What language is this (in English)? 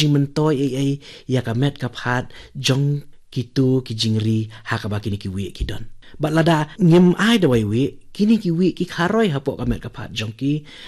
Khasi